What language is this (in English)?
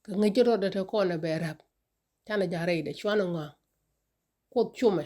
Nuer